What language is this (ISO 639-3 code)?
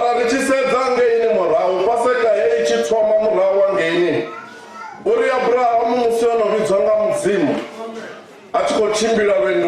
ven